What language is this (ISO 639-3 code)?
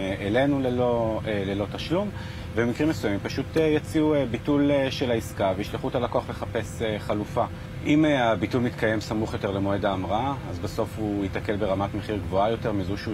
heb